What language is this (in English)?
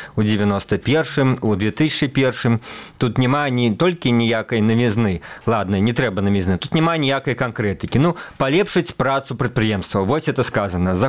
Belarusian